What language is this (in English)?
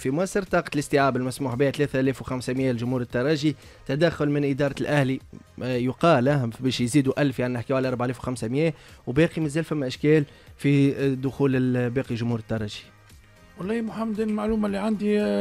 Tunisian Arabic